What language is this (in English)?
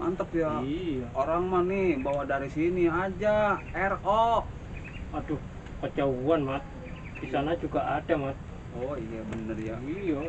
Betawi